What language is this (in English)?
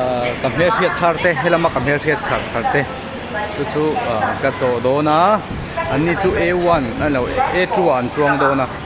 Mizo